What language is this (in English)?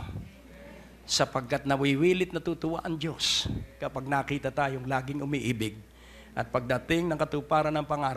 Filipino